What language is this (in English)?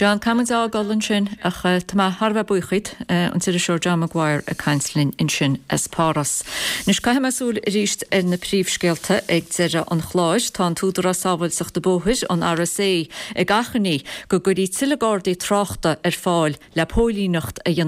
Irish